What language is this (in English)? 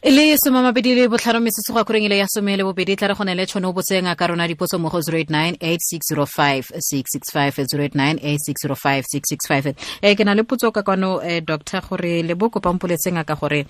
Tswana